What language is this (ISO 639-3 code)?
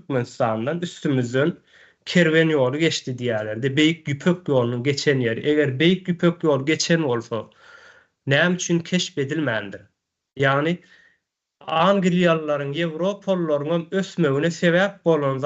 tuk